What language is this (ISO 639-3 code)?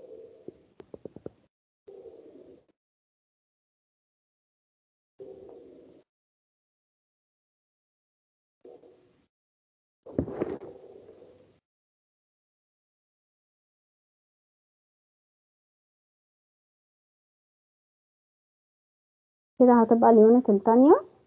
arz